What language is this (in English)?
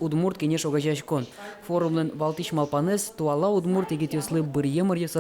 Udmurt